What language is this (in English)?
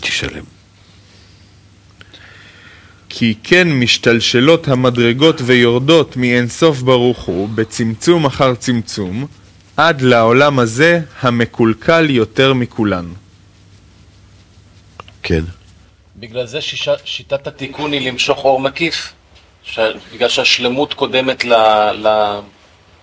Hebrew